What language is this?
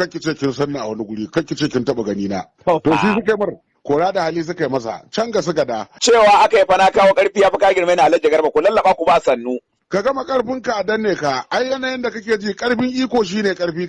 Hausa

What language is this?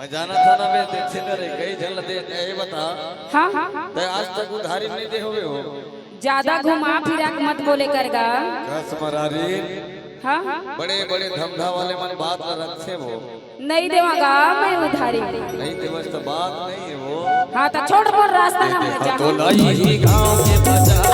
Chhattisgarhi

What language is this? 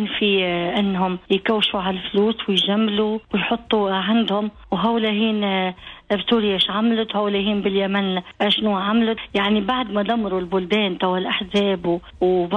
Tunisian Arabic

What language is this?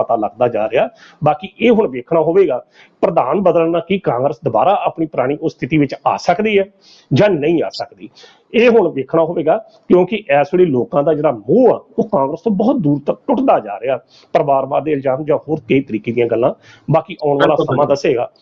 Punjabi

